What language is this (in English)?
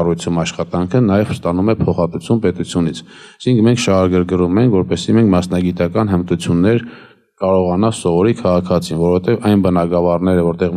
Armenian